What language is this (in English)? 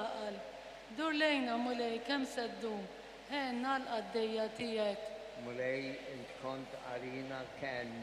Maltese